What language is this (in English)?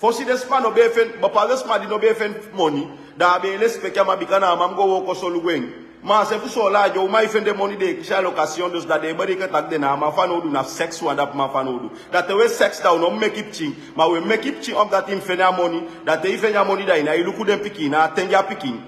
Sranan Tongo